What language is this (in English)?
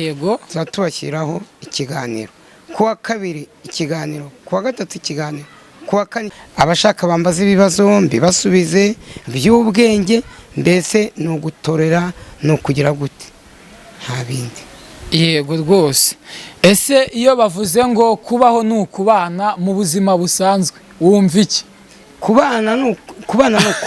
Kinyarwanda